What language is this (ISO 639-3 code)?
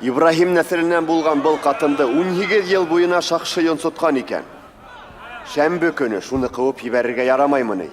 bak